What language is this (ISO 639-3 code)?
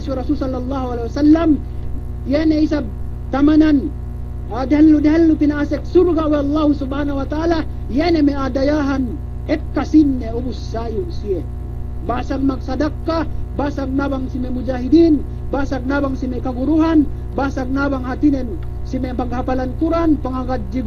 yka